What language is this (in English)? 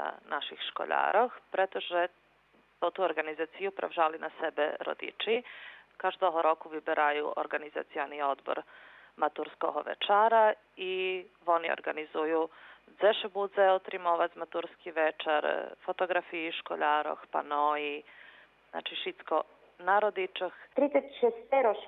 Rusyn